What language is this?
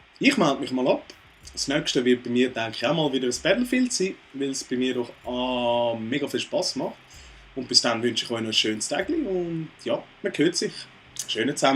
Swiss German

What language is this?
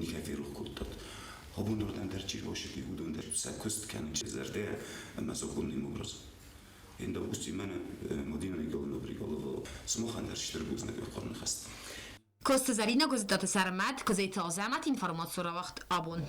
Ossetic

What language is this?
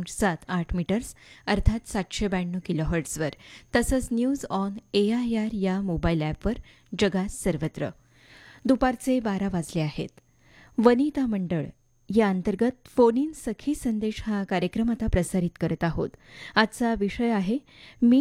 Marathi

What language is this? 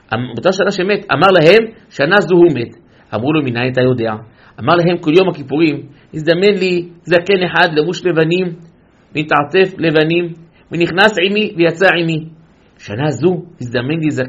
Hebrew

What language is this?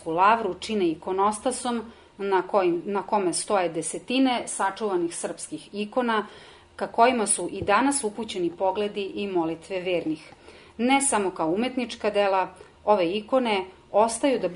Serbian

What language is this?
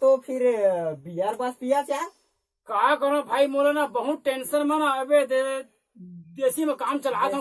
Chhattisgarhi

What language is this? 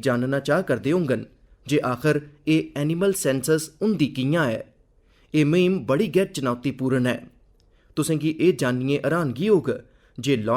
Dogri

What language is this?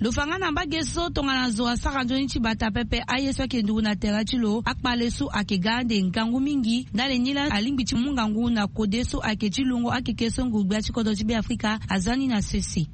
Sango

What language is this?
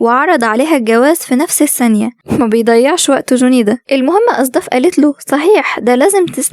Egyptian Arabic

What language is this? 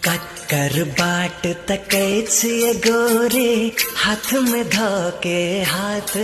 Maithili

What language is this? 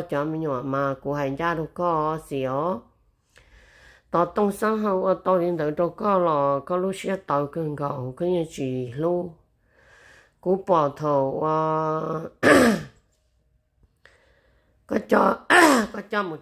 Vietnamese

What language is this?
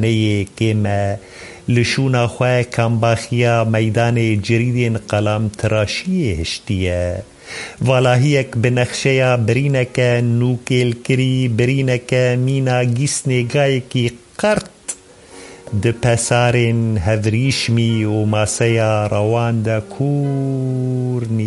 Kurdish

